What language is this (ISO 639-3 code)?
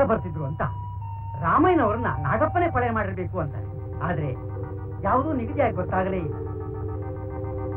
kan